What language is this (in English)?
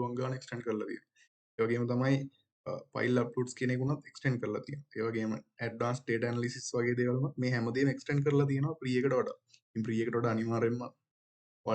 Sinhala